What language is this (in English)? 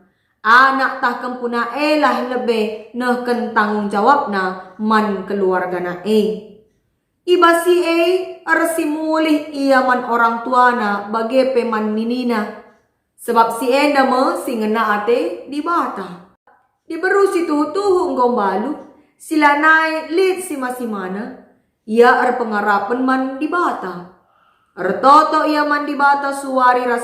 Batak Karo